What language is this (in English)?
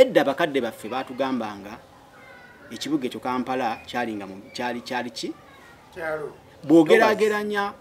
Ganda